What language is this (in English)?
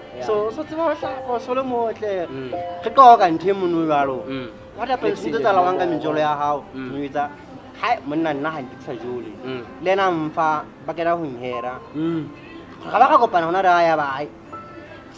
Southern Sotho